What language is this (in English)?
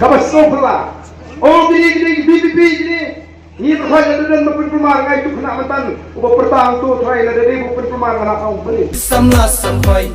Khasi